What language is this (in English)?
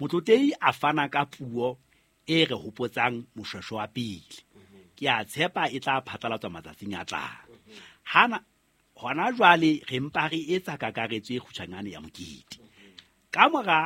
Southern Sotho